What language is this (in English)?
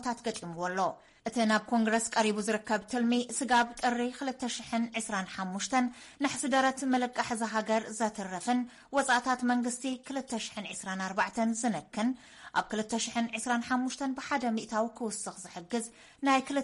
Tigrinya